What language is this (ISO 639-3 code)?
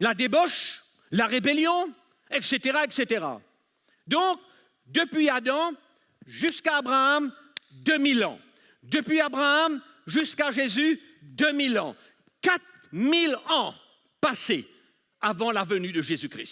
mfe